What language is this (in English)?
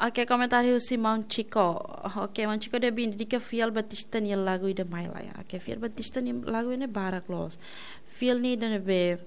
Tetum